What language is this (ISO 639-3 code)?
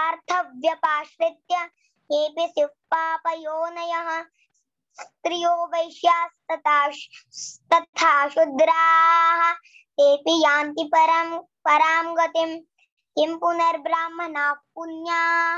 san